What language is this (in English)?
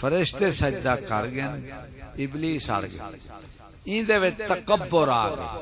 Saraiki